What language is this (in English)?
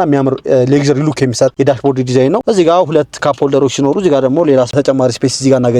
Amharic